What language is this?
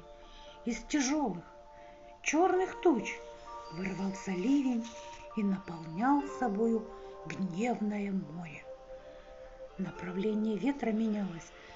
Russian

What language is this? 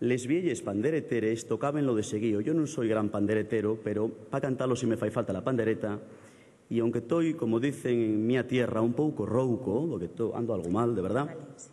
Asturian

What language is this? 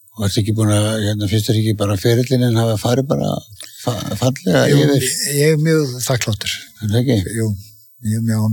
Icelandic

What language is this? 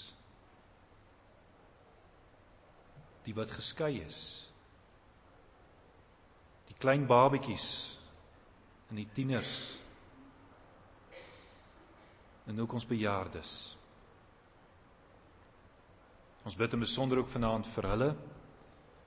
Afrikaans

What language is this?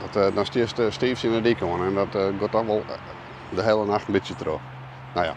Western Frisian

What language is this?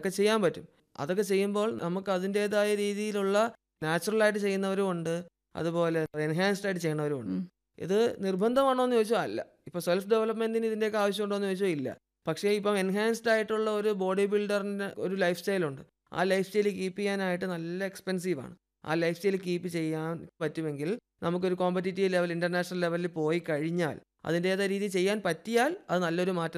Malayalam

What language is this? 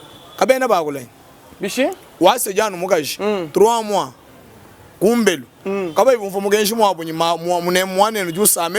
Luba-Lulua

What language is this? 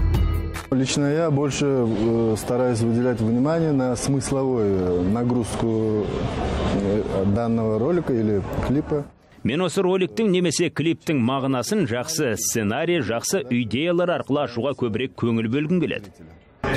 Kazakh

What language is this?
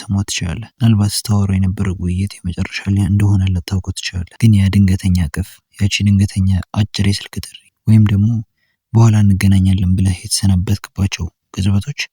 Amharic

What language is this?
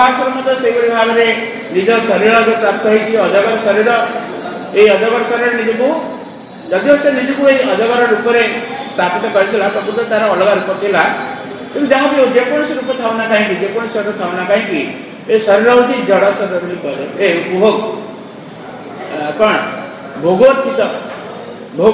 Odia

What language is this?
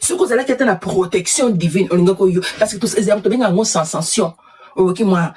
Lingala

